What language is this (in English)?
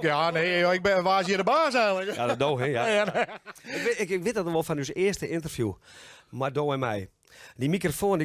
Western Frisian